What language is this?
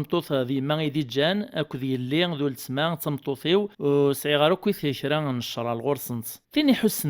Kabyle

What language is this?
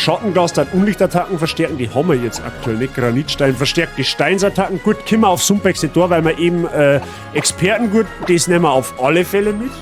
Bavarian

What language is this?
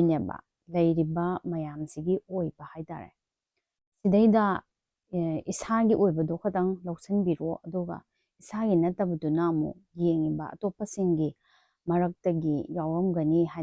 Manipuri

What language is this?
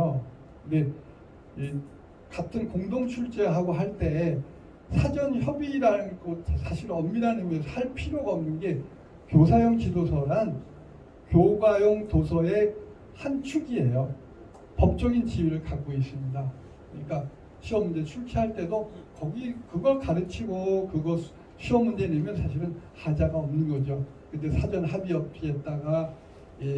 Korean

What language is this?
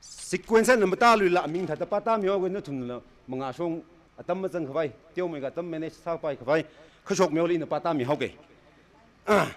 Tangkhul Naga (India)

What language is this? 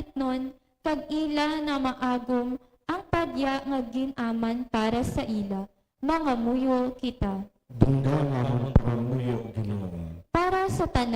Hiligaynon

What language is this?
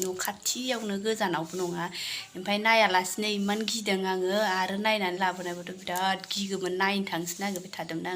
Bodo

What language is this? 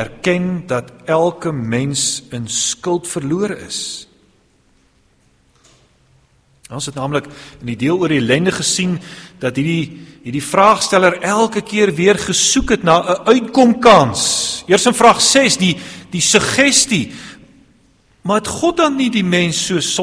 Afrikaans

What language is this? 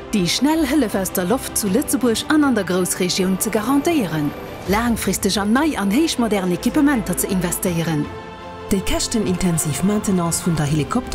Luxembourgish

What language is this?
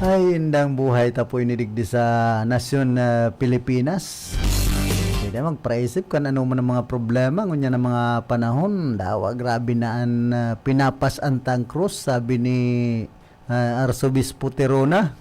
Bikol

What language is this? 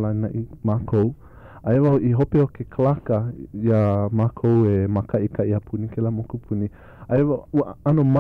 Hawaiian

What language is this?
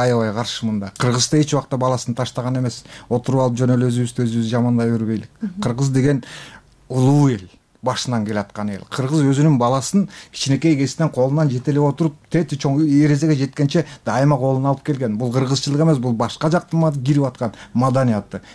Kyrgyz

